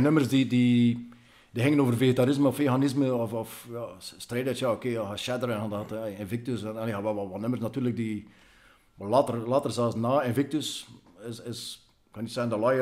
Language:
Dutch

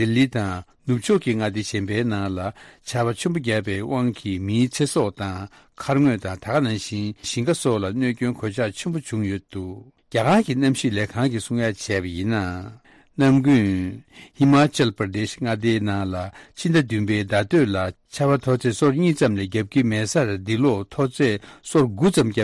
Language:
Tibetan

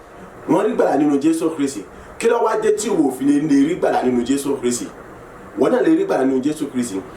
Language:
Yoruba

